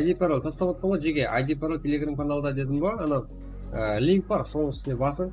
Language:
Kara-Kalpak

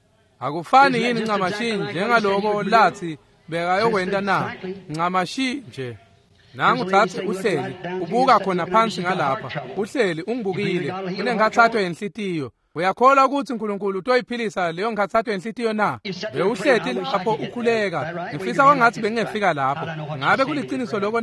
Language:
Swati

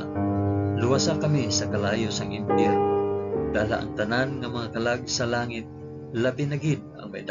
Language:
Hiligaynon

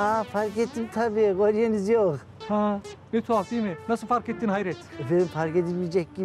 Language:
Turkish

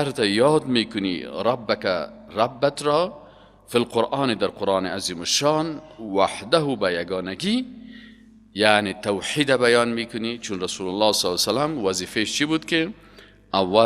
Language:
Persian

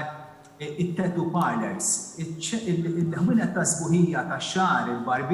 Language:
Maltese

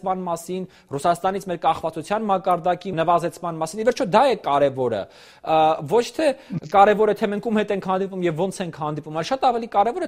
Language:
Armenian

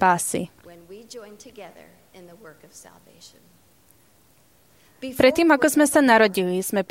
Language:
Slovak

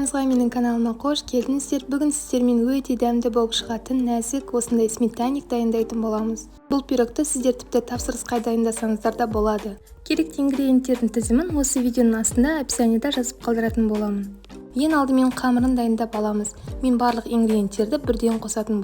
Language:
Kazakh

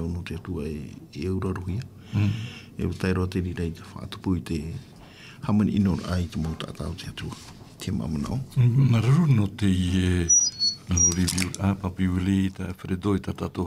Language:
Tahitian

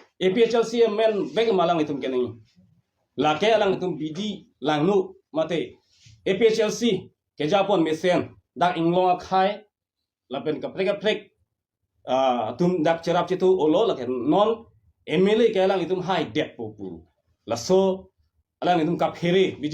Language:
Karbi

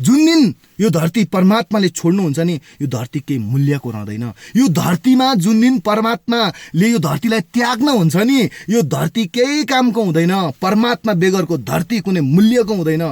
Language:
Nepali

